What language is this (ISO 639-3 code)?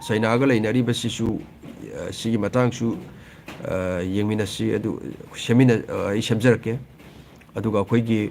mni